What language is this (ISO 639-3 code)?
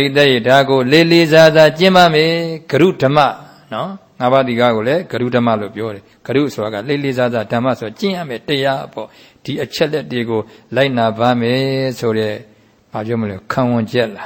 mya